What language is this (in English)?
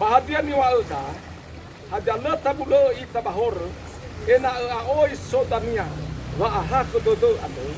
Nias